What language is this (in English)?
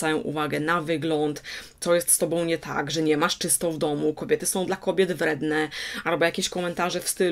Polish